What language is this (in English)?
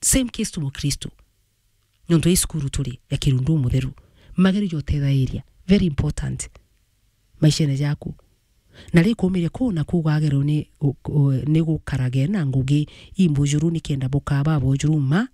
Meru